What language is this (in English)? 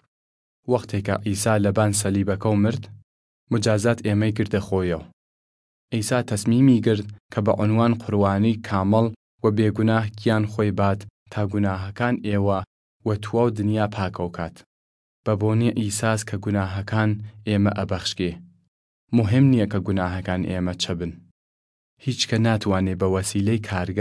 Southern Kurdish